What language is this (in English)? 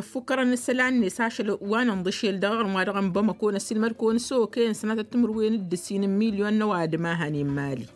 Tamasheq